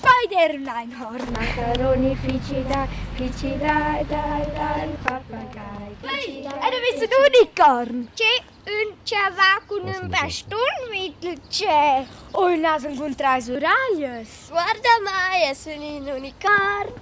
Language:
Romansh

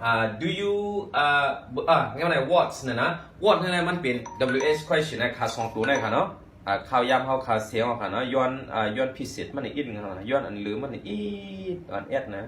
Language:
Shan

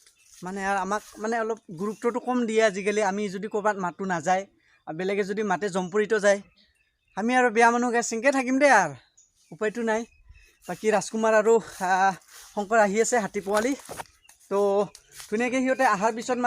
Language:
Assamese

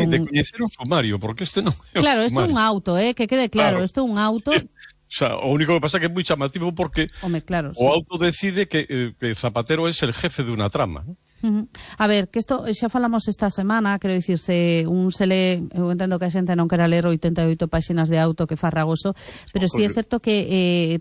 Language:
Galician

